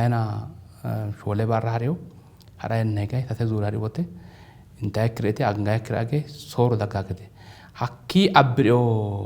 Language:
Sidamo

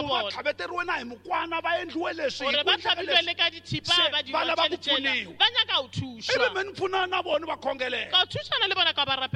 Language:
Tsonga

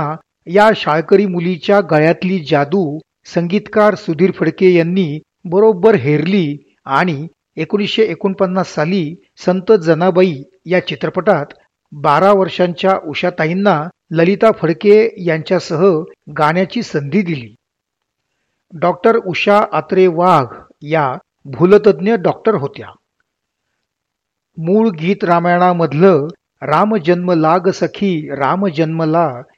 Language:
Marathi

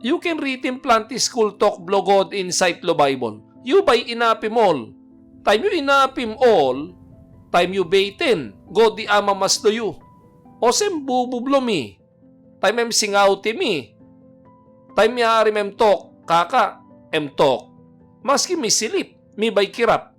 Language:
Tok Pisin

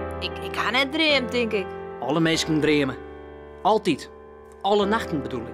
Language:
Western Frisian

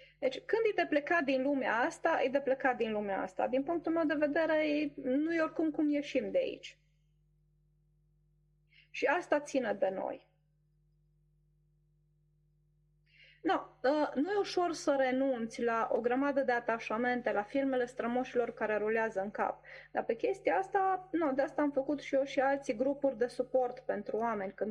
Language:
Romanian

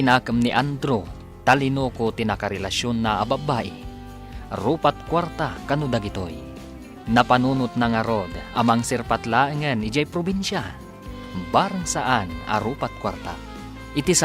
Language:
Iloko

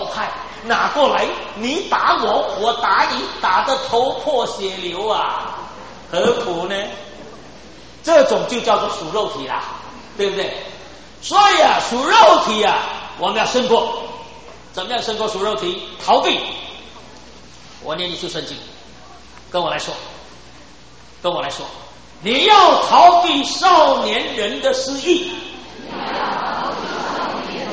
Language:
Chinese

